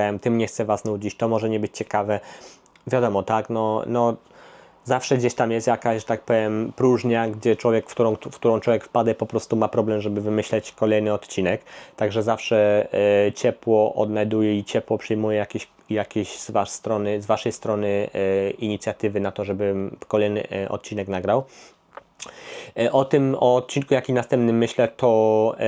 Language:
Polish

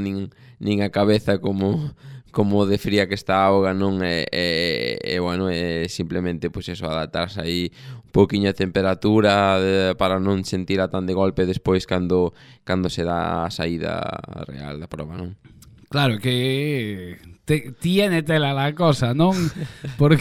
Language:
Galician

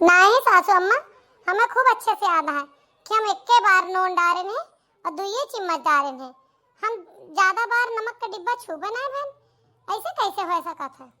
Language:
Awadhi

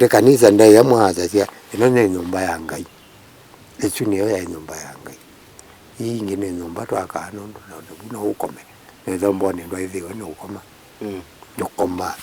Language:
Kamba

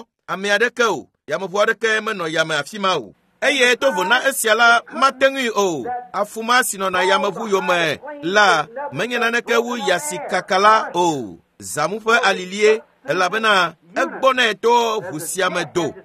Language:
Ewe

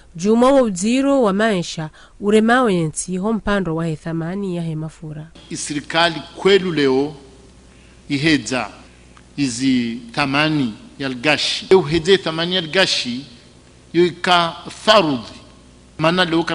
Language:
Ngazidja Comorian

